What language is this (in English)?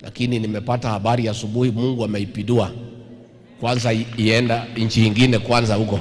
Gusii